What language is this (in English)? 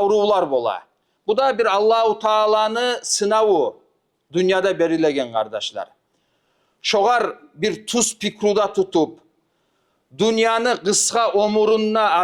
Kumyk